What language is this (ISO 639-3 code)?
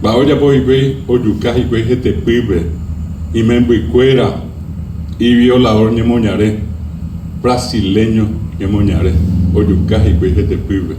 grn